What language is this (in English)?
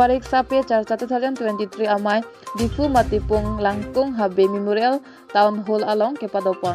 Karbi